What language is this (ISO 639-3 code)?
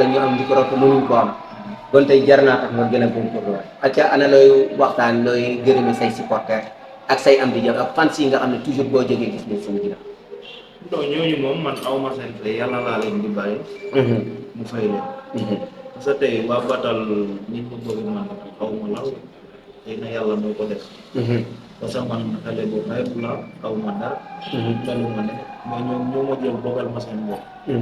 wol